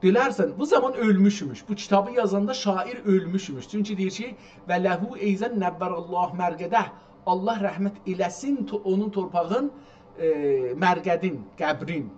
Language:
South Azerbaijani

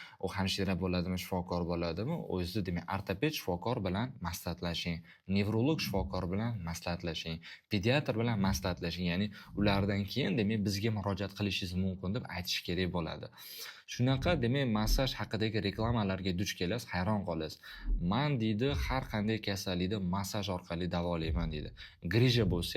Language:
Uzbek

